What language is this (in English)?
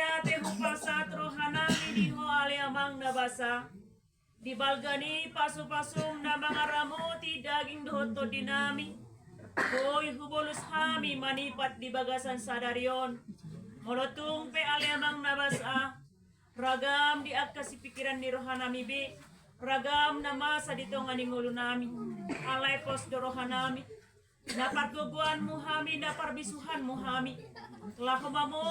Batak Toba